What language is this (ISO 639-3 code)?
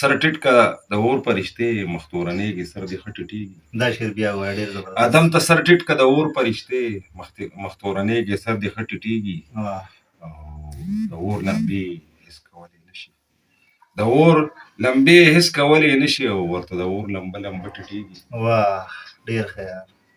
pus